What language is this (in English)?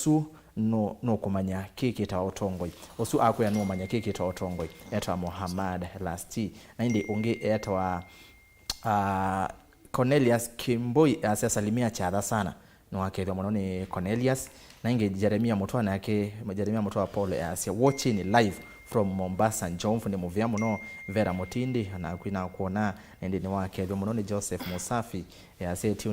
Kamba